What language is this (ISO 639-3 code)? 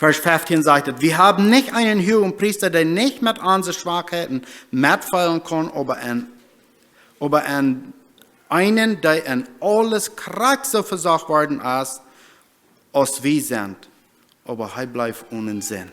pdt